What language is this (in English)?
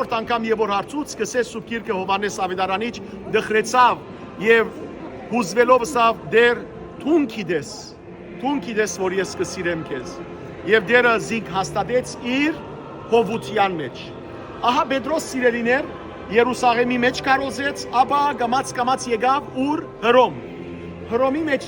Western Armenian